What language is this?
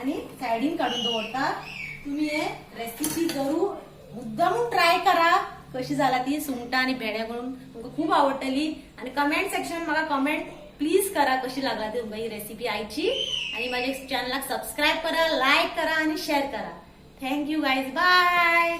Konkani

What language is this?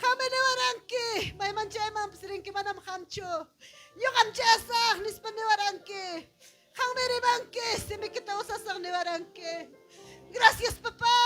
Ayacucho Quechua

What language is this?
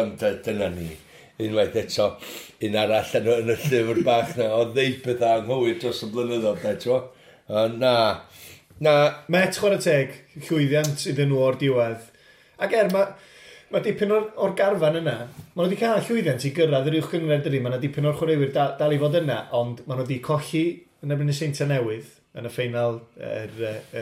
Welsh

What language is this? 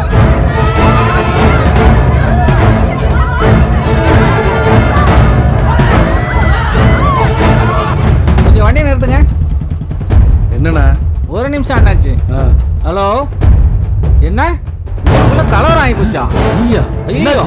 Tamil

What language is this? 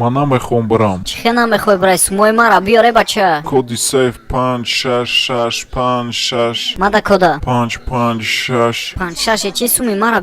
Tajik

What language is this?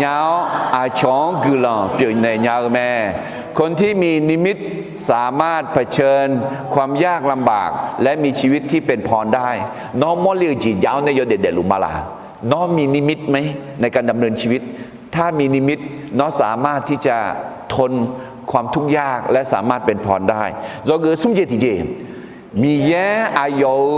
Akha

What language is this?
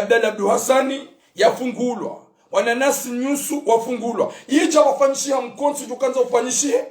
Ngazidja Comorian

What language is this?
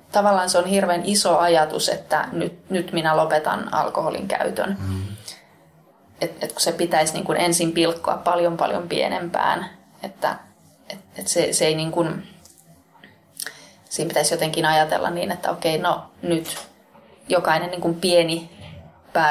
Finnish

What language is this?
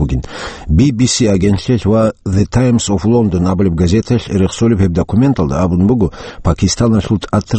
Avaric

